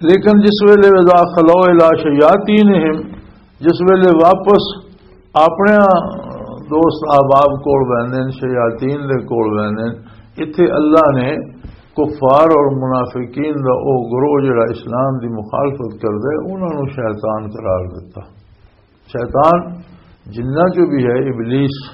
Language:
Western Panjabi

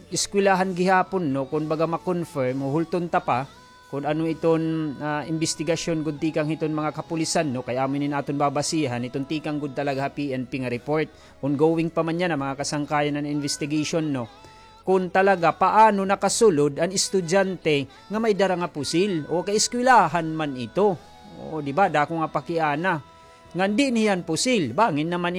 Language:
Waray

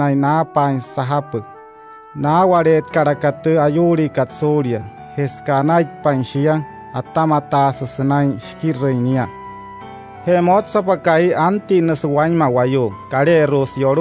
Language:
Wayuu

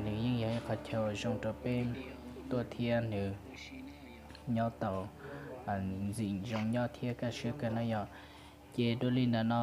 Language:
Hmong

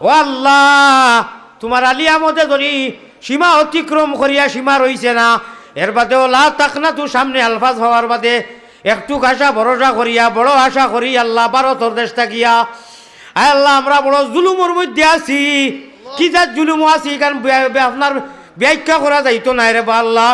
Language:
Sylheti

